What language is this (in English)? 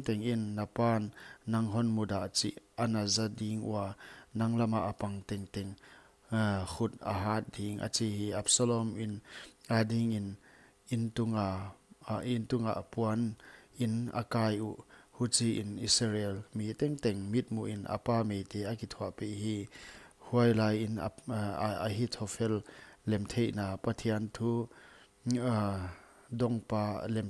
Paite Chin